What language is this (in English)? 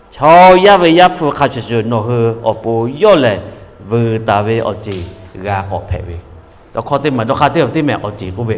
Lahu